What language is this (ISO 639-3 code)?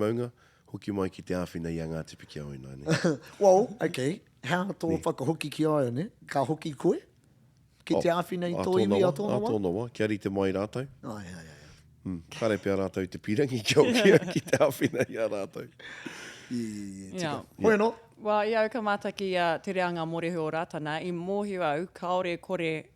mri